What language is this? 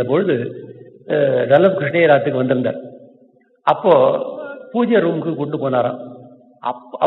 Tamil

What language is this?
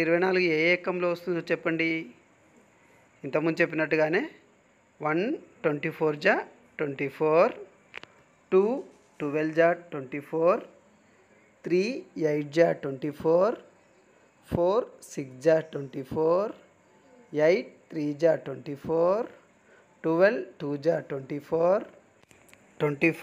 Telugu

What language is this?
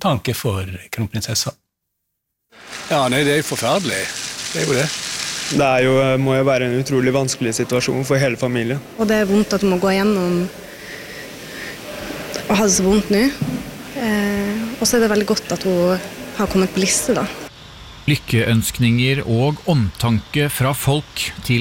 Norwegian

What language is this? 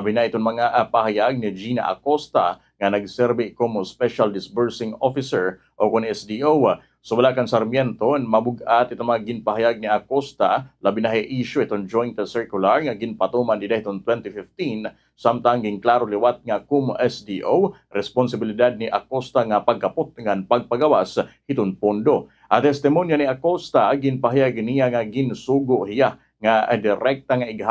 Waray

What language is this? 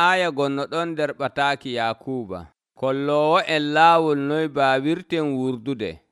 Nigerian Fulfulde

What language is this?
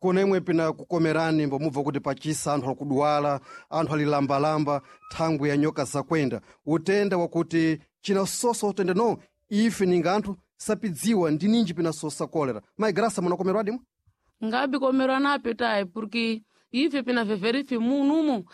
Sena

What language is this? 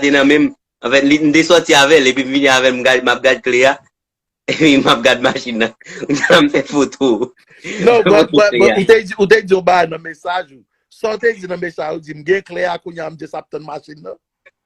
Haitian Creole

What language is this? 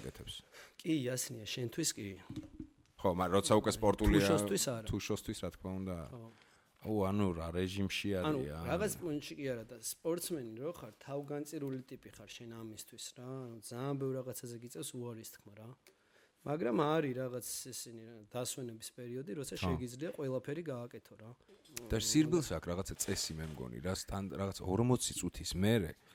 Georgian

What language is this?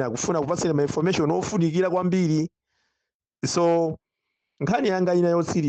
Nyanja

